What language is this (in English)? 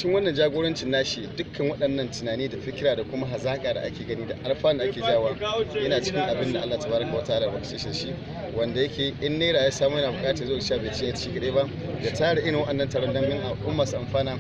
Hausa